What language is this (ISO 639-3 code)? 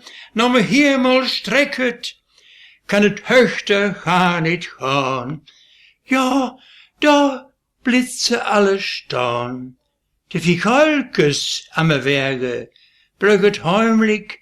wep